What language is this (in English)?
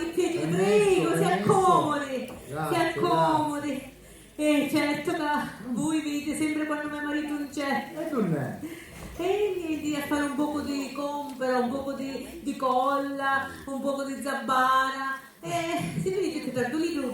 Sicilian